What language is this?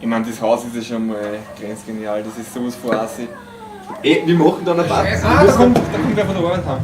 Bavarian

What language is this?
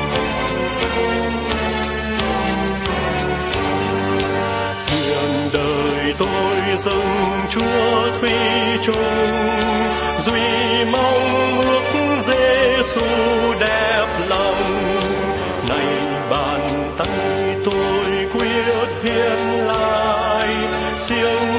Vietnamese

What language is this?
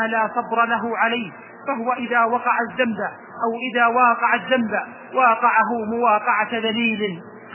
Arabic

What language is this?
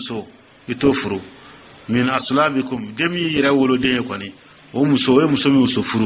Dyula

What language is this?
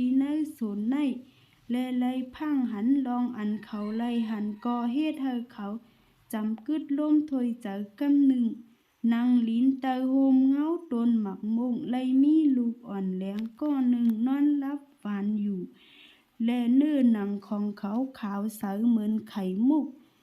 Shan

